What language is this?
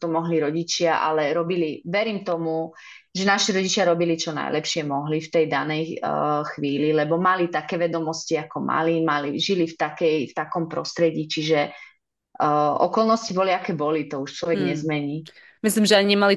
Slovak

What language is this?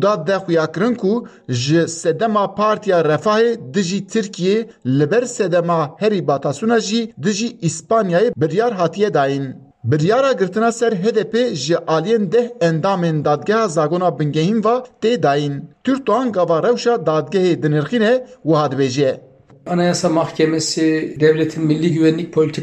Kurdish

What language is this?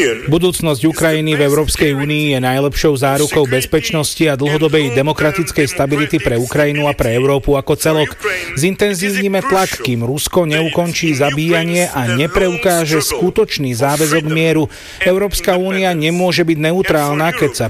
Slovak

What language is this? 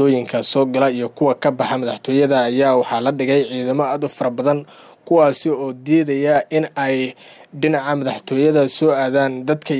Somali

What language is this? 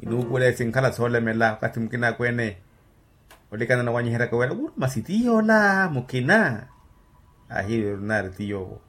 Makhuwa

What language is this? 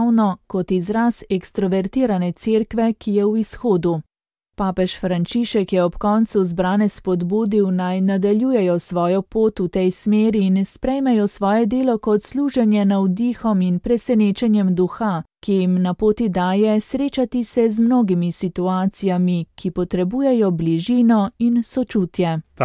Slovenian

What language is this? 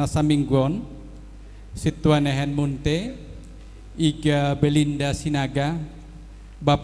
Batak Simalungun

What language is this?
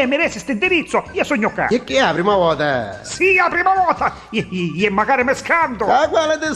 Neapolitan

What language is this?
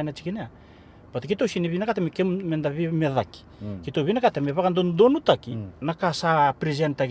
Fijian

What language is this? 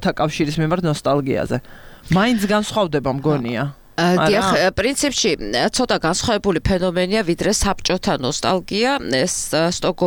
Georgian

